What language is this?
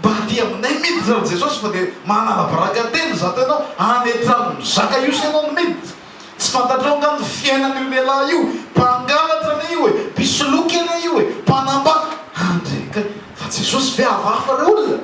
Malagasy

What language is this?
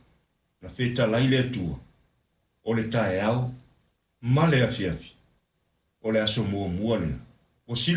Samoan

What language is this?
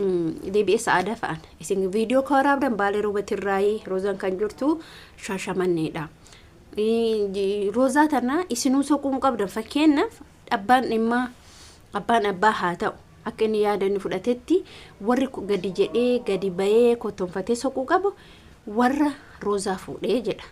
Oromo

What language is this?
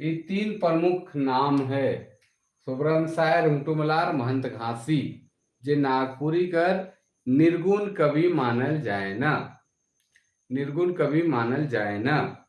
Sadri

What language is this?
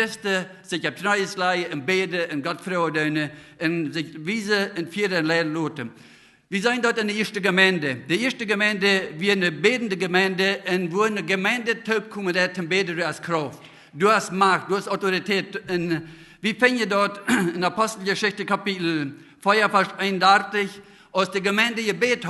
Plautdietsch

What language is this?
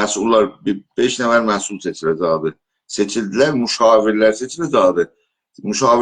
South Azerbaijani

